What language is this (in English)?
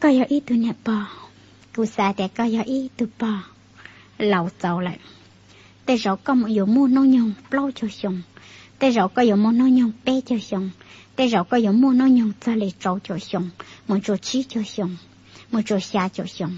Hmong